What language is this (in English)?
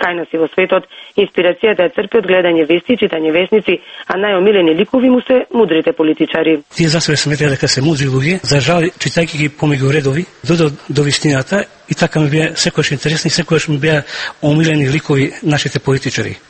Macedonian